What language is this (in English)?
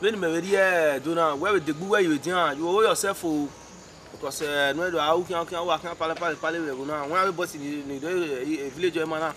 Bini